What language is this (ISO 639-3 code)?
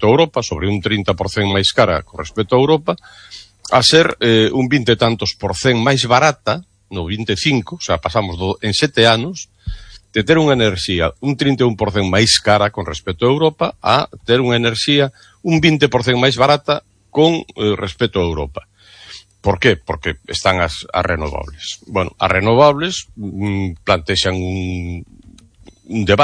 glg